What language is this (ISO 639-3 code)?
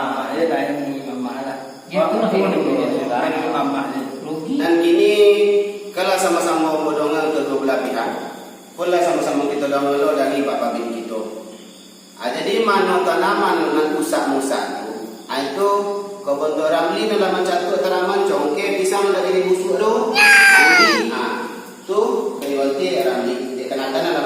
min